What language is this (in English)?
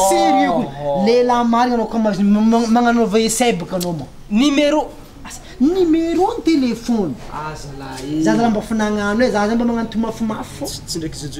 Malagasy